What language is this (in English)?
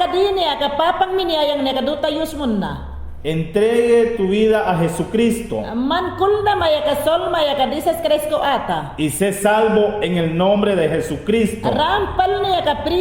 Mayangna